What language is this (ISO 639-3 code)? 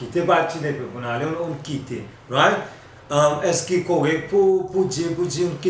crs